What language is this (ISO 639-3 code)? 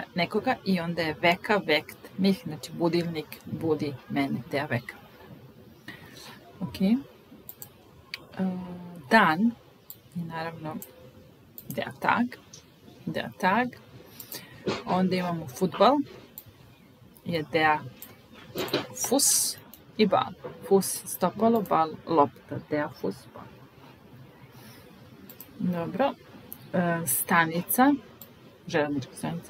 srp